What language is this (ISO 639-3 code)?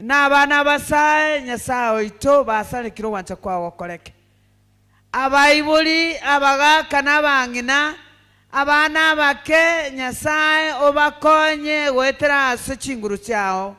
guz